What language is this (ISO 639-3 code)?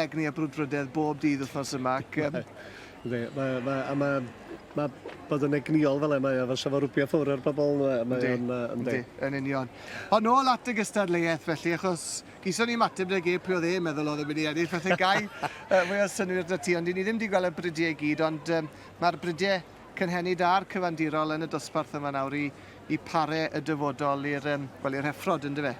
cym